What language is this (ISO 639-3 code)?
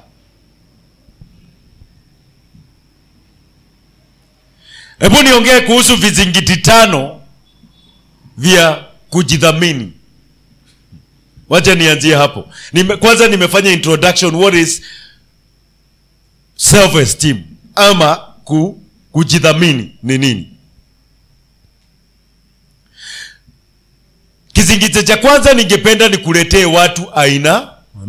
swa